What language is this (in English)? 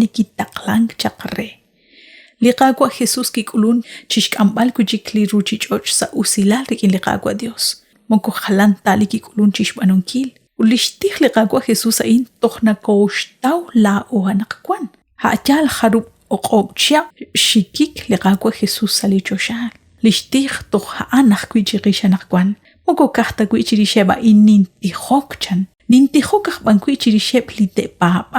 Kekchí